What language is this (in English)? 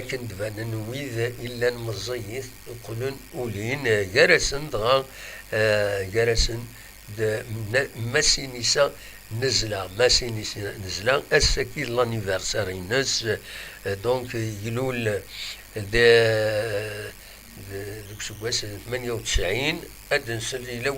Kabyle